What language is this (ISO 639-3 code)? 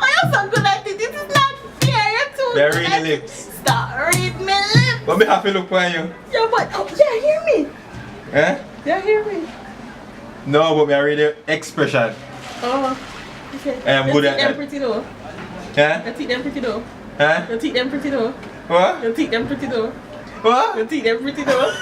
jam